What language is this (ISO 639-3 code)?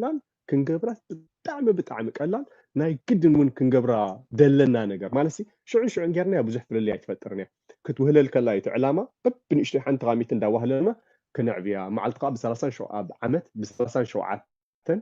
tir